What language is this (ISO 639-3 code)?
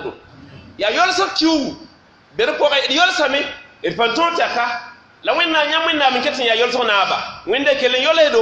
mos